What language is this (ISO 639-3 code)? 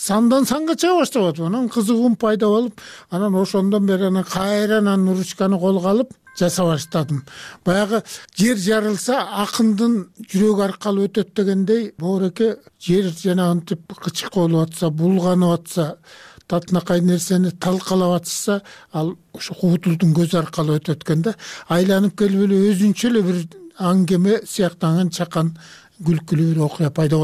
kir